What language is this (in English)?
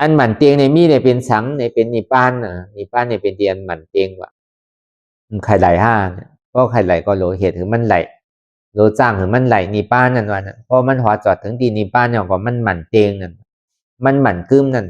Lü